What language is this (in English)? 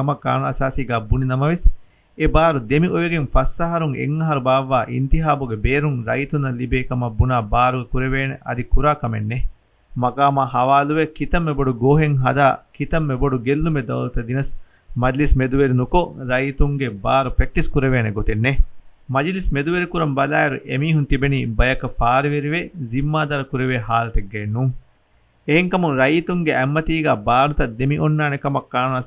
Divehi